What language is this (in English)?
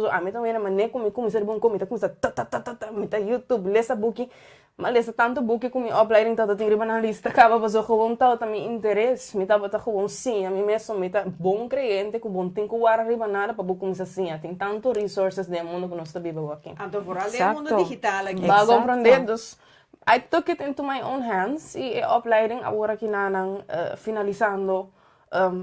Papiamento